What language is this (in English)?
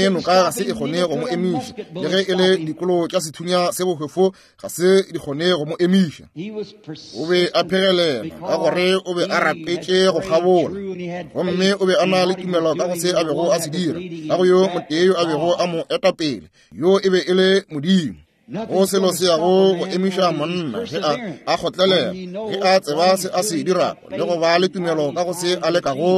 Northern Sotho